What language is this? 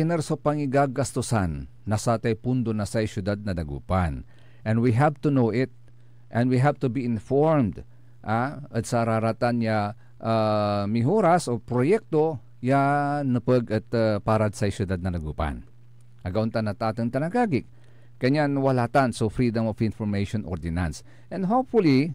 Pangasinan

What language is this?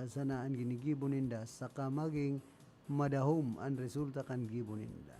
Bikol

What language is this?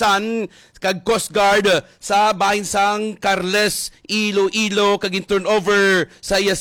Hiligaynon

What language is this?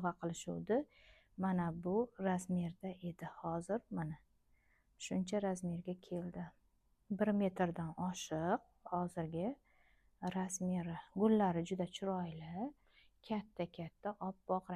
Uzbek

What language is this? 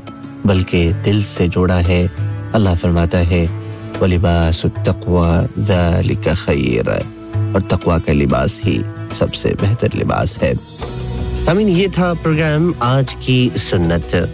Urdu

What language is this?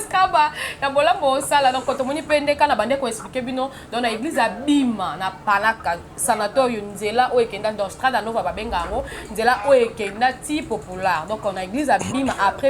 Lingala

